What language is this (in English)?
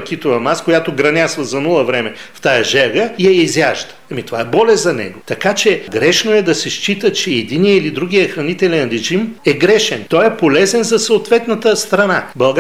Bulgarian